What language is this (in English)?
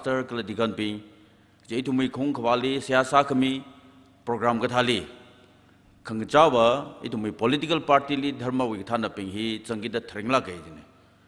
Tangkhul Naga (India)